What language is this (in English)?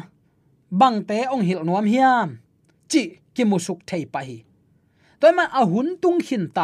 Tedim Chin